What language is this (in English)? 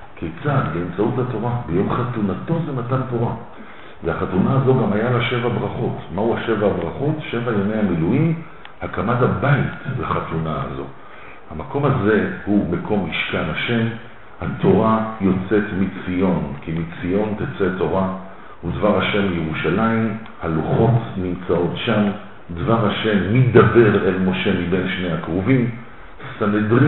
Hebrew